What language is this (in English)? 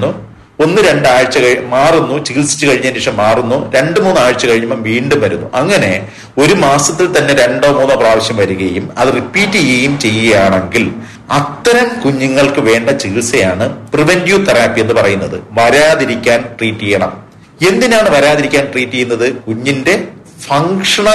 Malayalam